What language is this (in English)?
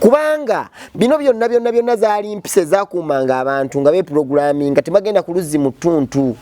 Ganda